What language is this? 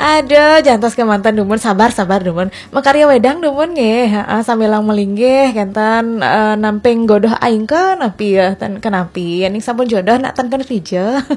Balinese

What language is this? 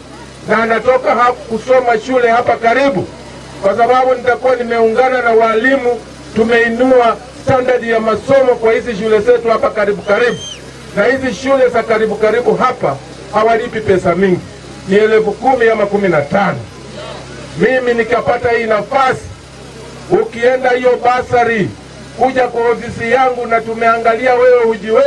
Swahili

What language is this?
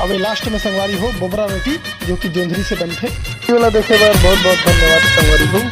Chhattisgarhi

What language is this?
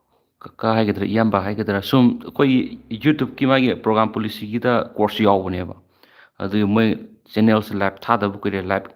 Manipuri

